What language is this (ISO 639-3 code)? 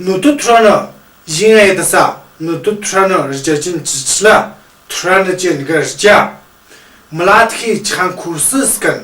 mjg